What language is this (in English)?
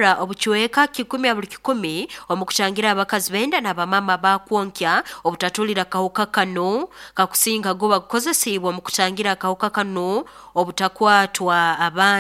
Nyoro